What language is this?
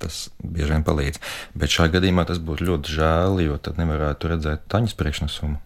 Latvian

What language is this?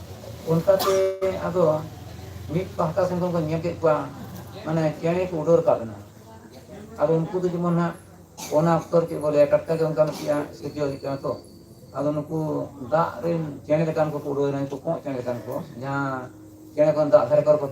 Santali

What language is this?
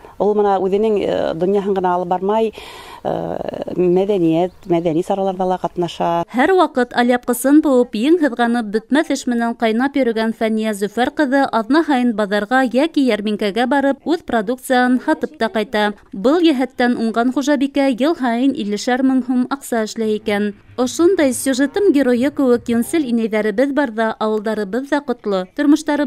Bashkir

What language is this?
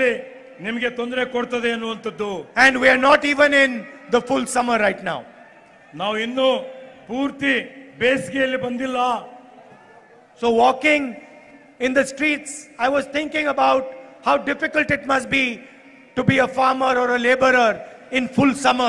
Kannada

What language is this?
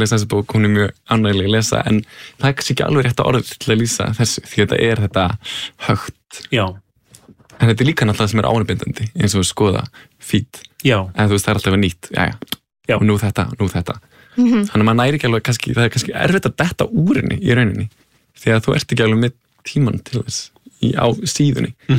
Icelandic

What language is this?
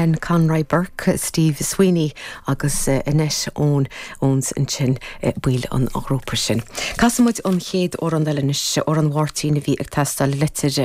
Irish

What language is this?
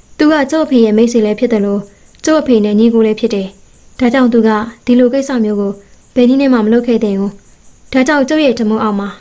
Burmese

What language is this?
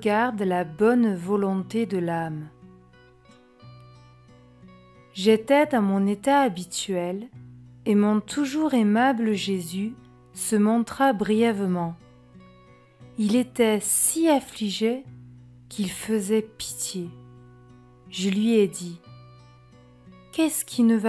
French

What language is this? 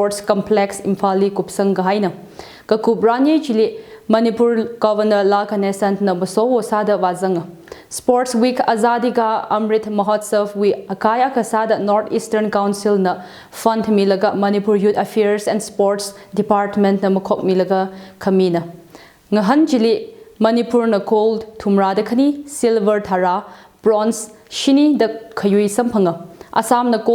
Tangkhul Naga (India)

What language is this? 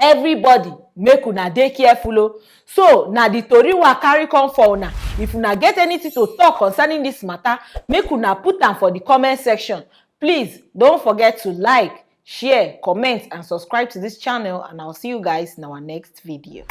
Nigerian Pidgin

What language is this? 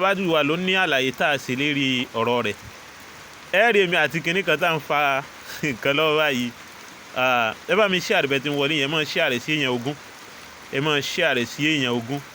Yoruba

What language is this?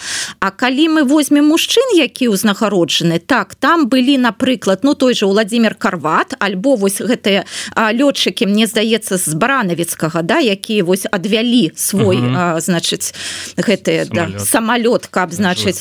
Belarusian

